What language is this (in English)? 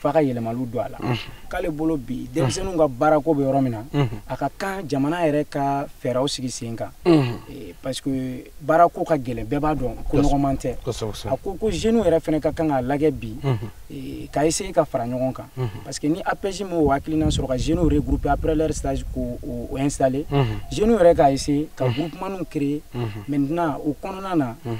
Bambara